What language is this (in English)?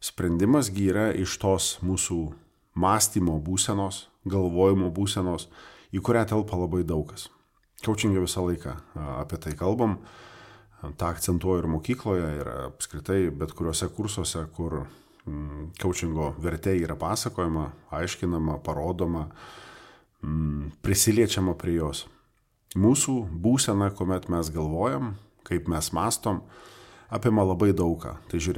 Lithuanian